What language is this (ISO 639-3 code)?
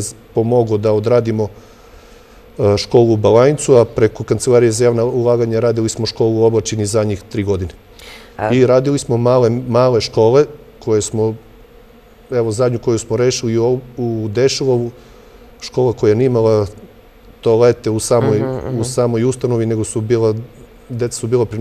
srp